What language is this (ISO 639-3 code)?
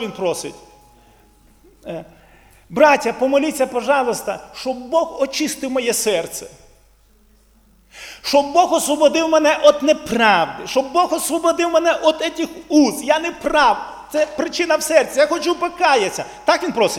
ukr